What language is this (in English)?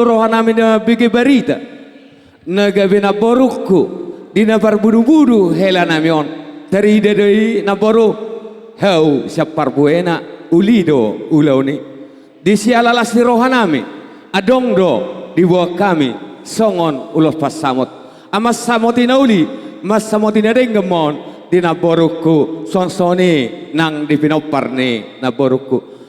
Batak Toba